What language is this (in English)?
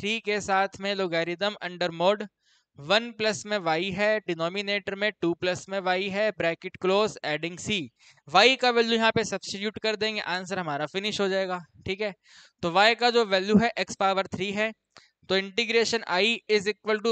Hindi